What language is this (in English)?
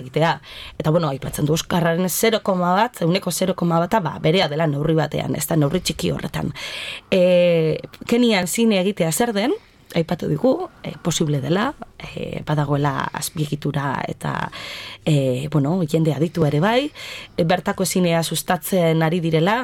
Basque